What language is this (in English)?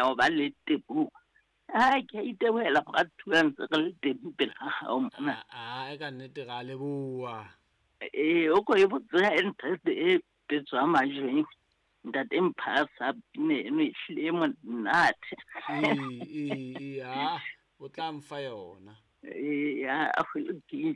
Southern Sotho